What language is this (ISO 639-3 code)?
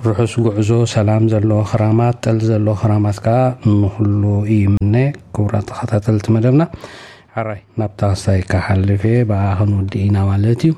tir